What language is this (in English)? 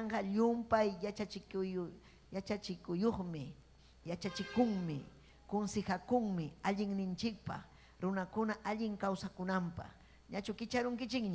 Ayacucho Quechua